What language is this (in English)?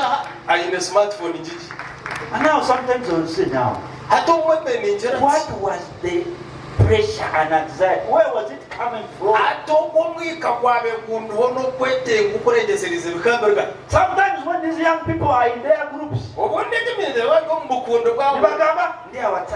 Nyankole